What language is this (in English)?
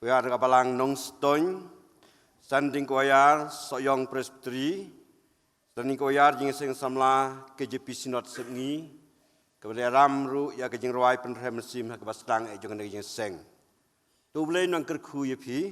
Khasi